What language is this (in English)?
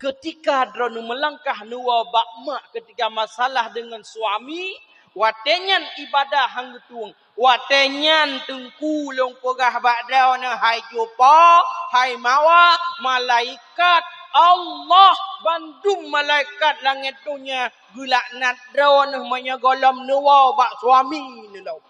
Achinese